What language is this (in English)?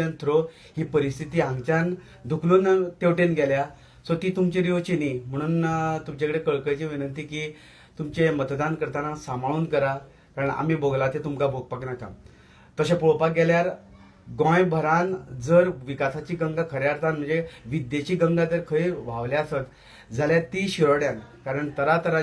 Konkani